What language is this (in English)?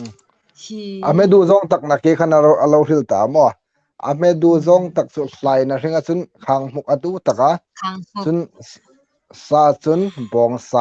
Hmar